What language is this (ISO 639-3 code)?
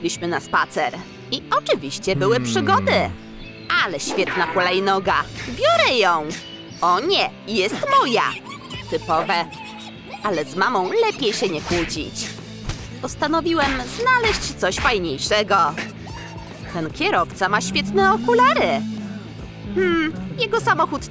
pol